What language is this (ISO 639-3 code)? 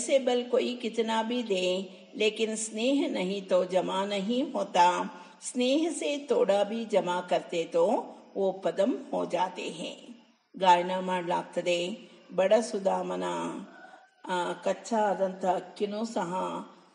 kan